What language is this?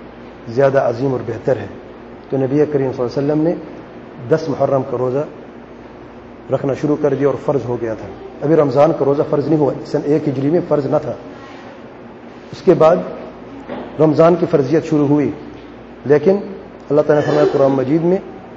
Urdu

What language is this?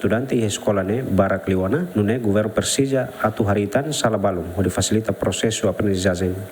Tetum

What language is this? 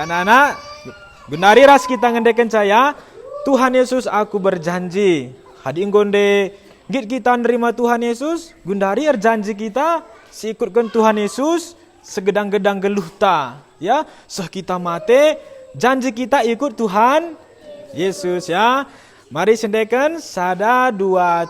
Batak Karo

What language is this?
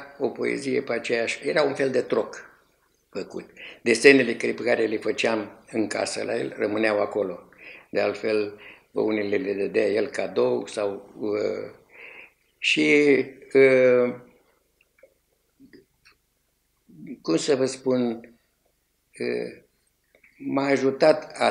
Romanian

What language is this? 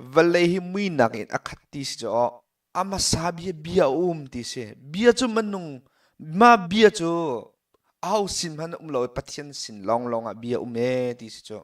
Hakha Chin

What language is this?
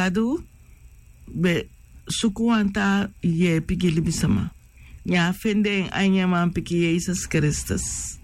Sranan Tongo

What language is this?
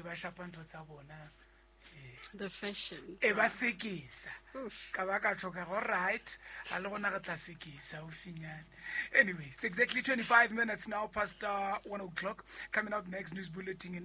Southern Sotho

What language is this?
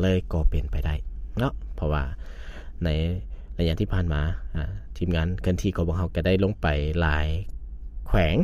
Lao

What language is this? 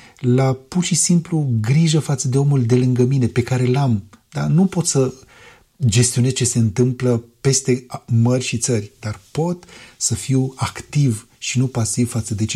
Romanian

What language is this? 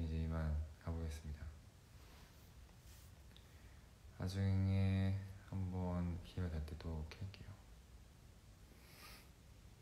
Korean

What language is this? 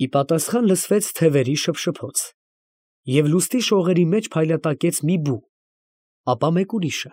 Armenian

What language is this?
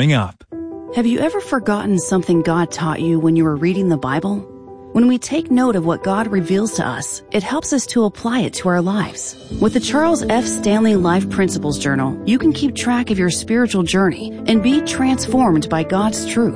English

